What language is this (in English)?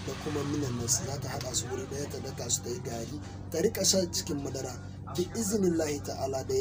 Hausa